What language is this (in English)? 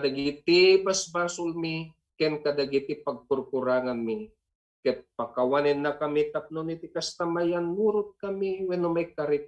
Iloko